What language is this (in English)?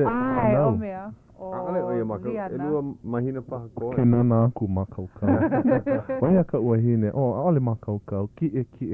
Hawaiian